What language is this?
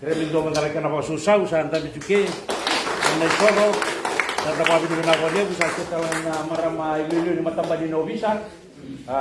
Fijian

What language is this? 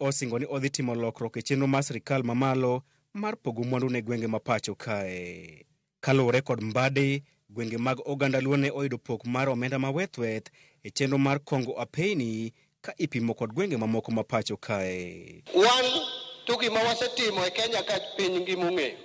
Luo (Kenya and Tanzania)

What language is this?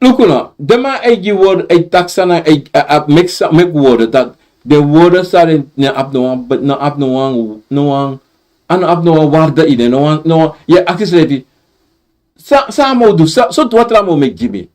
Sranan Tongo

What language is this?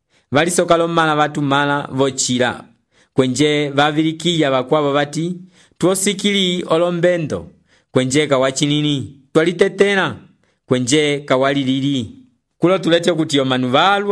Umbundu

